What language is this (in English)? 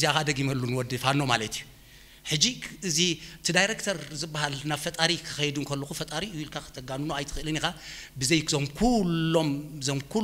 Tigrinya